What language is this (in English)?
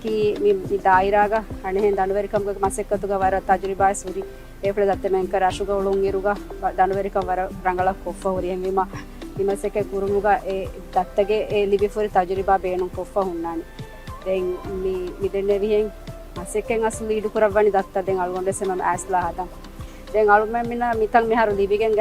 Divehi